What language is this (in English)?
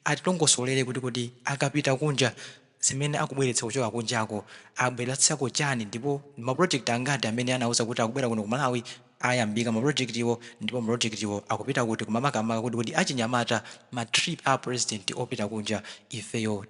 Nyanja